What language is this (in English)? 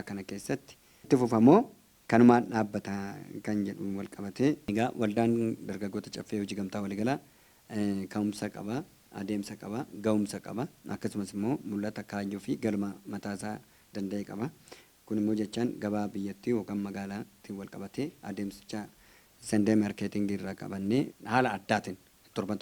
Oromo